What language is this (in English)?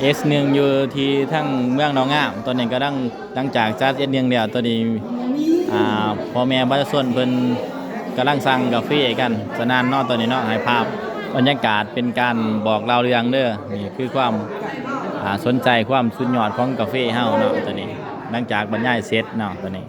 Lao